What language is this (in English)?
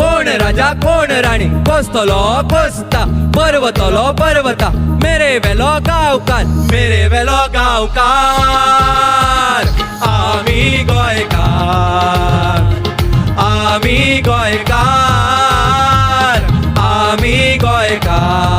Konkani